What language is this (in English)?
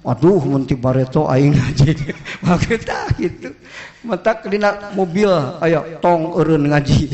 Sundanese